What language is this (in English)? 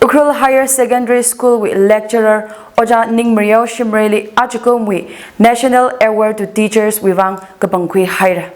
Tangkhul Naga (India)